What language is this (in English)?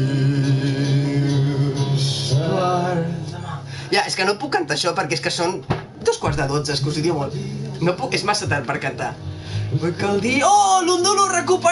Catalan